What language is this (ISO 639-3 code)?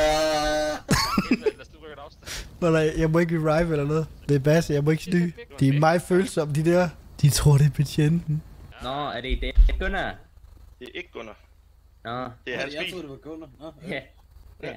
dan